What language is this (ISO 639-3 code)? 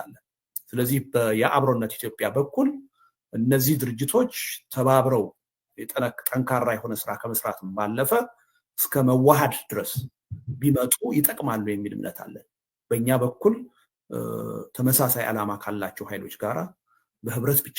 amh